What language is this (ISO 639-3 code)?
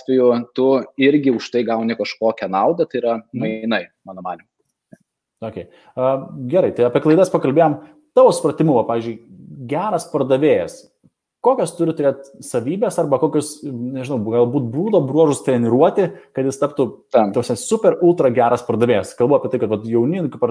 lit